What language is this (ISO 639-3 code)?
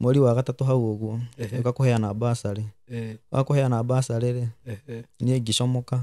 kik